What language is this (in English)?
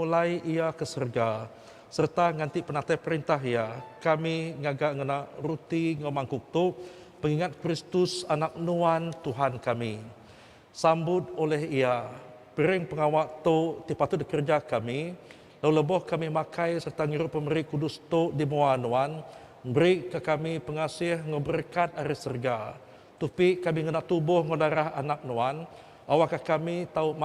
Iban